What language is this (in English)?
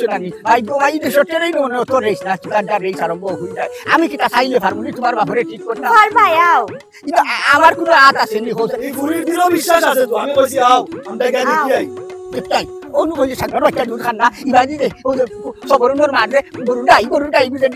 Sylheti